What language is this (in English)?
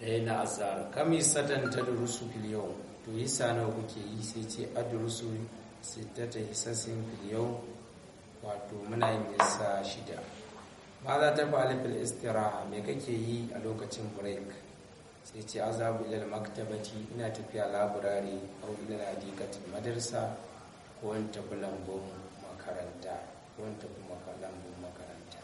Hausa